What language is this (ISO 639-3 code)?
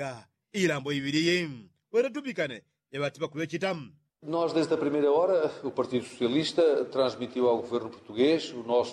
yao